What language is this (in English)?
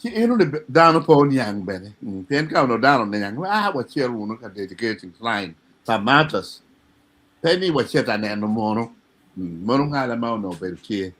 Acoli